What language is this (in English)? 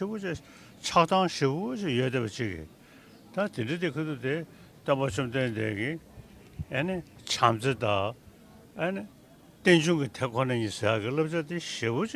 Tibetan